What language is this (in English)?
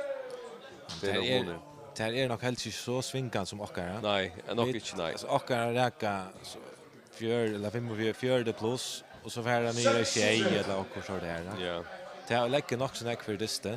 Faroese